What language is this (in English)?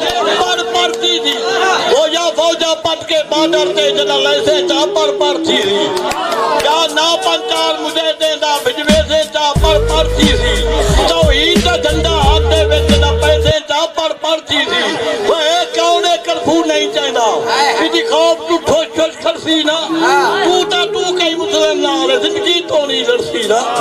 Saraiki